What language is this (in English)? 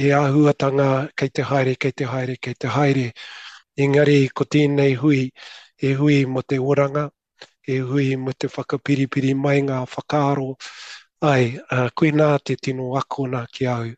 Māori